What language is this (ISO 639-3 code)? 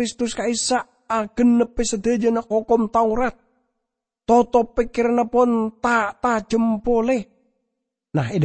mad